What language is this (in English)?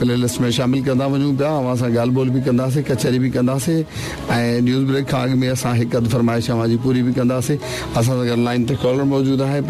Sindhi